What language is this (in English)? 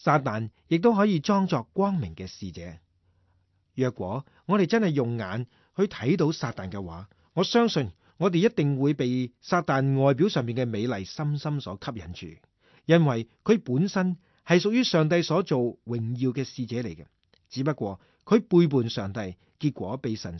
Cantonese